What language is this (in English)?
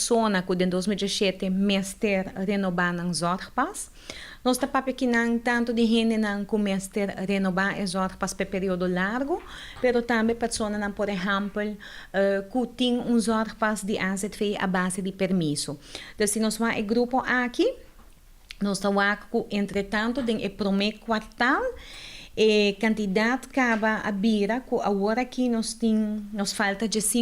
Papiamento